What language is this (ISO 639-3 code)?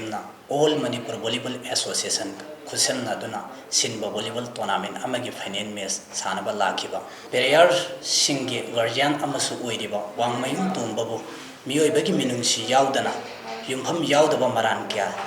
mni